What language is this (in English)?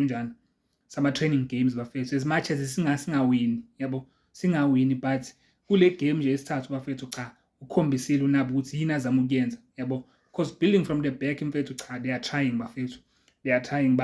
Zulu